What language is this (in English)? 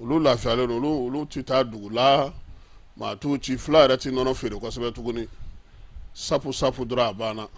Bambara